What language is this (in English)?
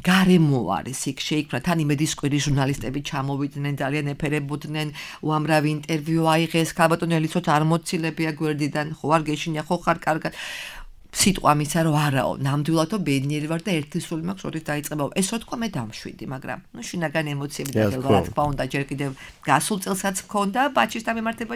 Georgian